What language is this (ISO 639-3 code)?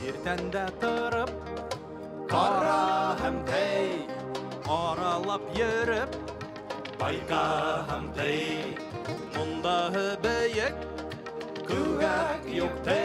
bak